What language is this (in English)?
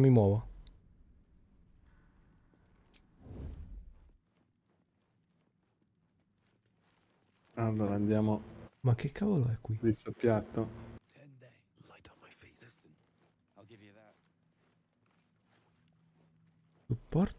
Italian